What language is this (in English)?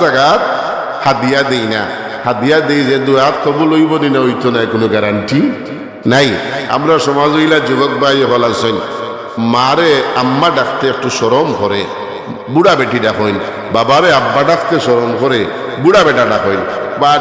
Sylheti